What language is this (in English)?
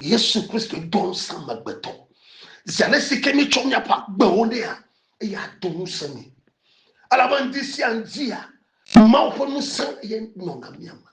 Ewe